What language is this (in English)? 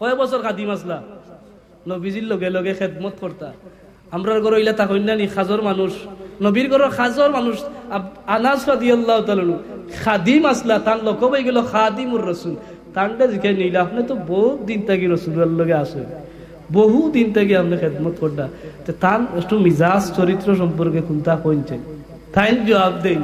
Sylheti